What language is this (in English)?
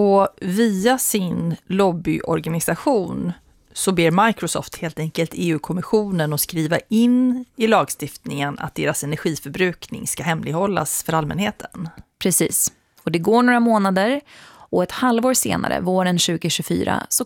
Swedish